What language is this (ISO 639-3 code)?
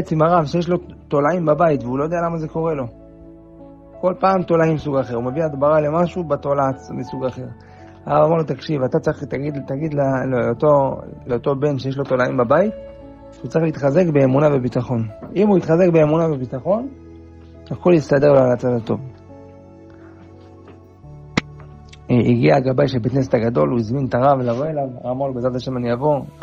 heb